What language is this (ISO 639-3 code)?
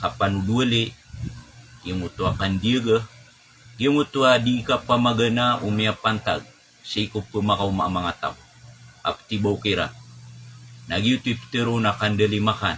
mrw